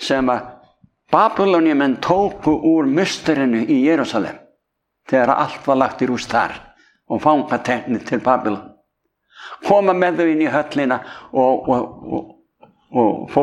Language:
Icelandic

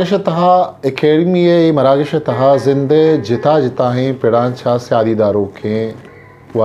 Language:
Eastern Balochi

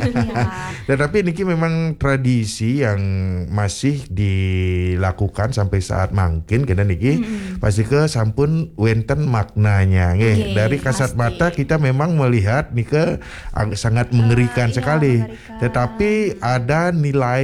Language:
Balinese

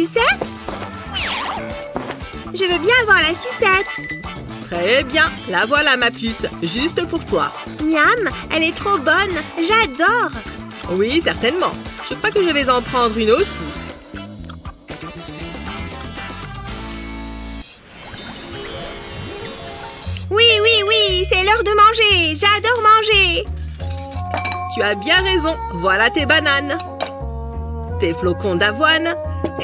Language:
French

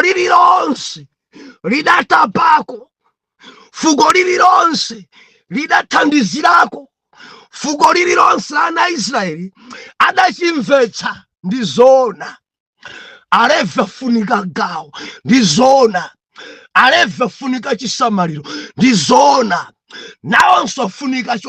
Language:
Nyanja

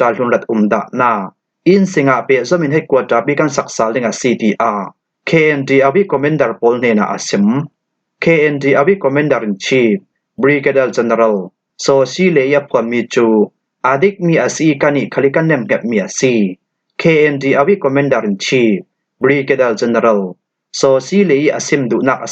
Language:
Falam Chin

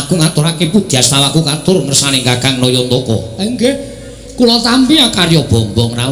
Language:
Javanese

